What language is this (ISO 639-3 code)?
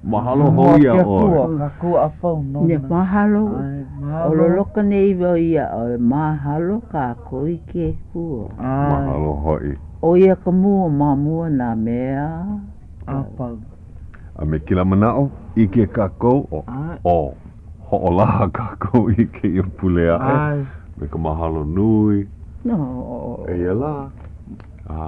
haw